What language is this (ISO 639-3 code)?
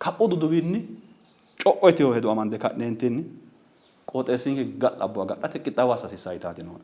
sid